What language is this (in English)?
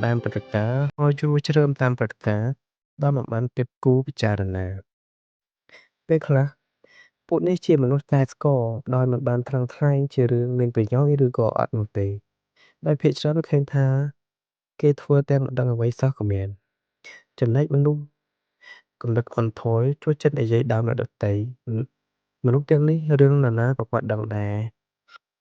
Khmer